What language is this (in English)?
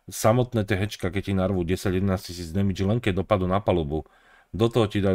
Slovak